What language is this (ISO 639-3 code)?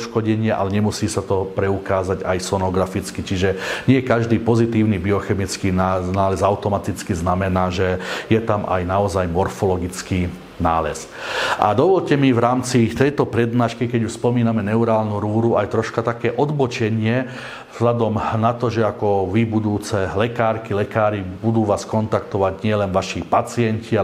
slk